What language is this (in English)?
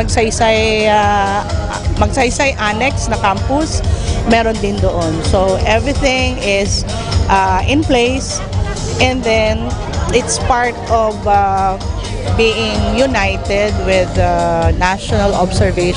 Bikol